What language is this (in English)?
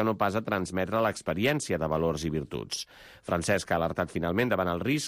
Catalan